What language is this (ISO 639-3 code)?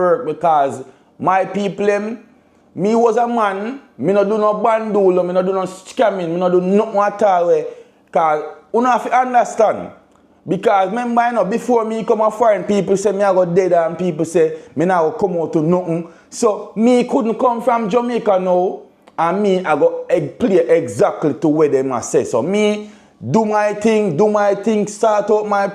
jam